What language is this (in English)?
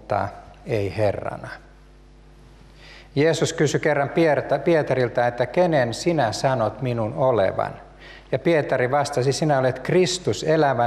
Finnish